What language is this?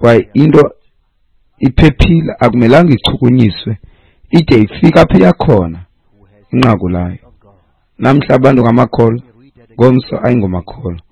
Xhosa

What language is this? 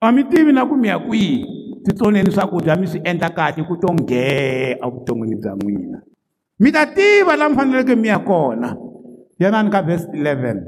Tsonga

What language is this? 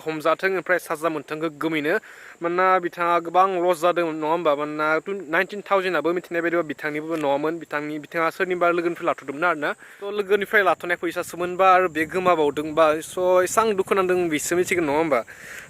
Bodo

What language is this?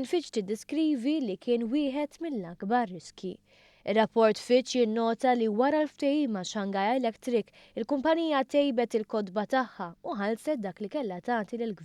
Maltese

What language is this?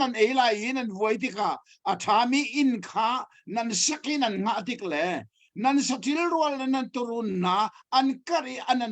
Hakha Chin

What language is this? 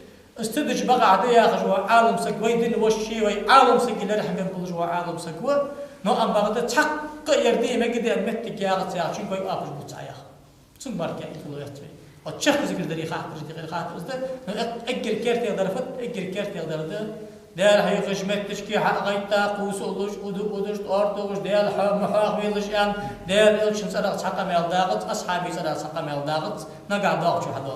Ingush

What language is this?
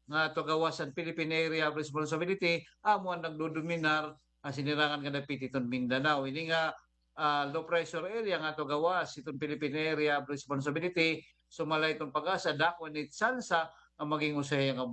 Waray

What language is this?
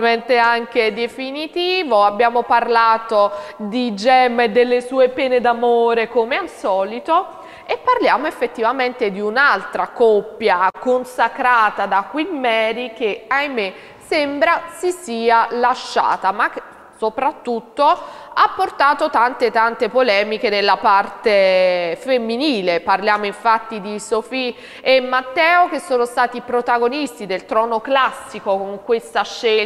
Italian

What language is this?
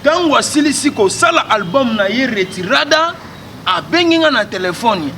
Lingala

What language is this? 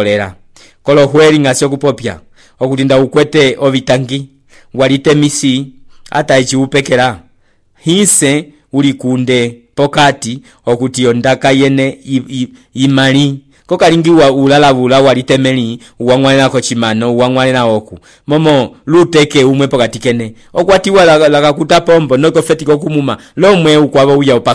Umbundu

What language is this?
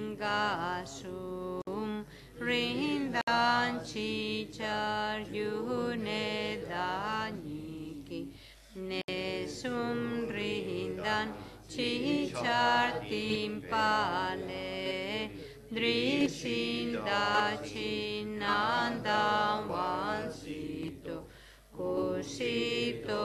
Spanish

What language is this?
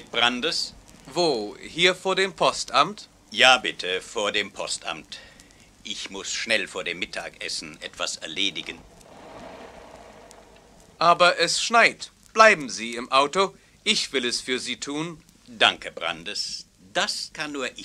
German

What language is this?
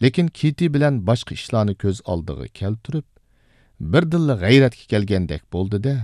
Uyghur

